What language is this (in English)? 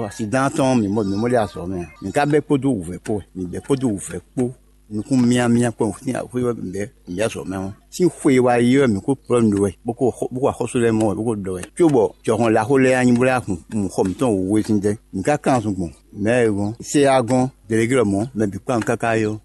Fon